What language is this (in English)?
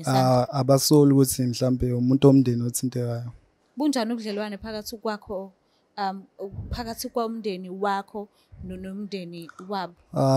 Zulu